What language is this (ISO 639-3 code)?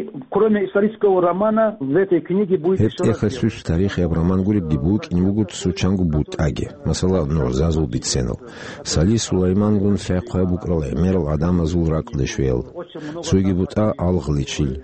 ava